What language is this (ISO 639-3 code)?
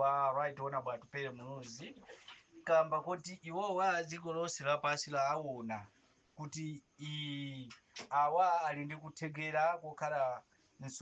nya